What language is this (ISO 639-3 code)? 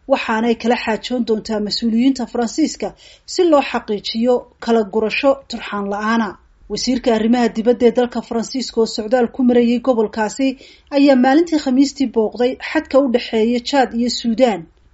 som